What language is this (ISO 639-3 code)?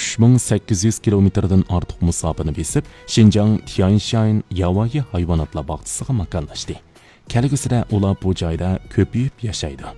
uig